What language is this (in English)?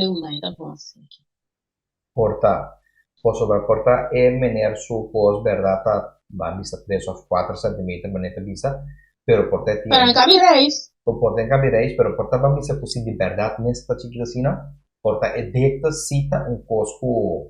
Papiamento